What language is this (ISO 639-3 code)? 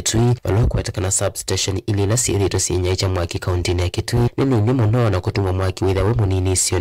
kam